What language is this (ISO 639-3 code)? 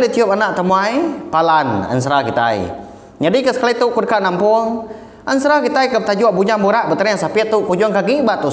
iba